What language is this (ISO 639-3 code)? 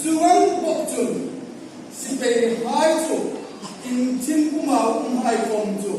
hmr